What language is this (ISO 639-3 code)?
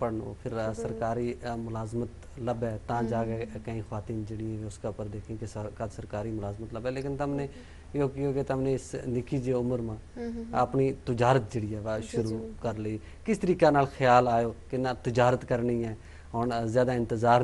gju